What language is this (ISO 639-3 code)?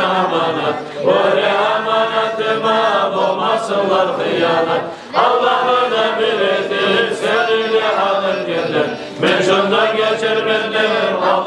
kum